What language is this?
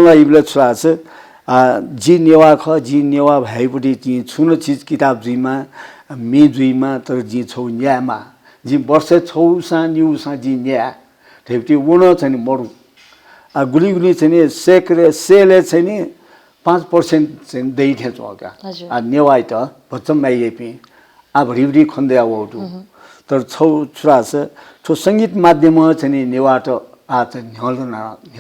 Newari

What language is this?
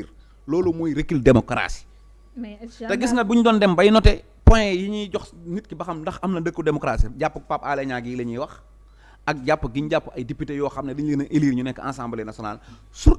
Wolof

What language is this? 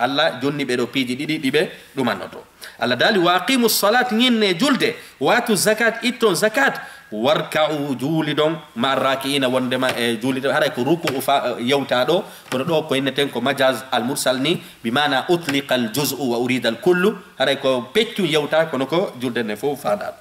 Fula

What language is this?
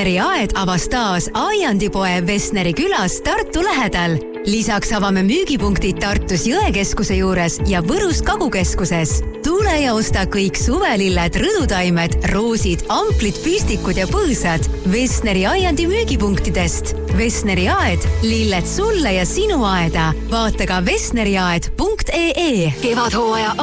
Estonian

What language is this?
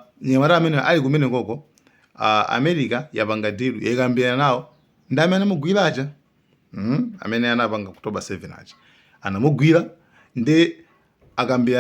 Nyanja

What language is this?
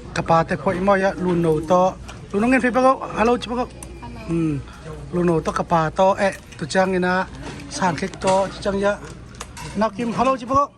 Tedim Chin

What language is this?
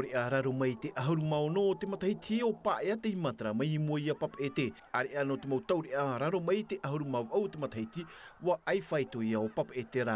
Tahitian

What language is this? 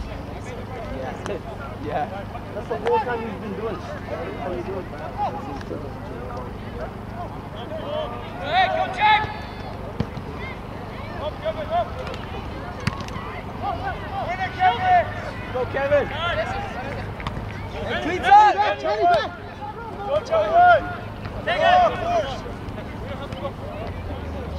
English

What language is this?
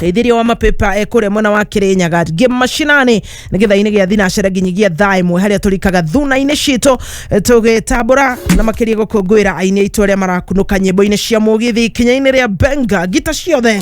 Kikuyu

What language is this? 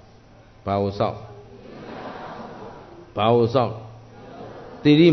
Burmese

